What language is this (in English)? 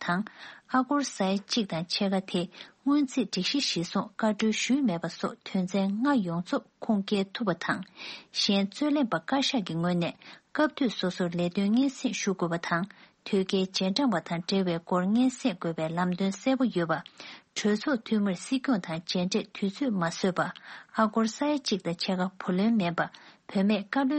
Tibetan